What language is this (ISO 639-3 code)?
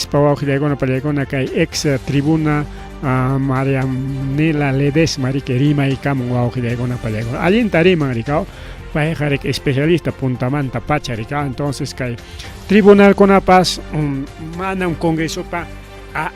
quy